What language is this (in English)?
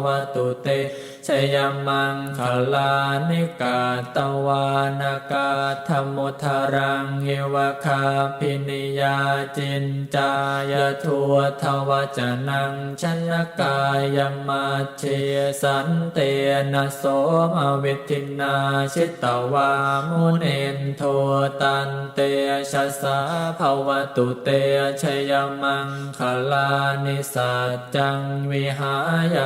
Pali